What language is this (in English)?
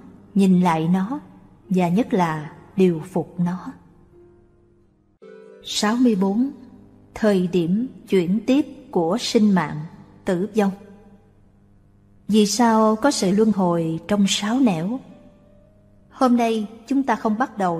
Vietnamese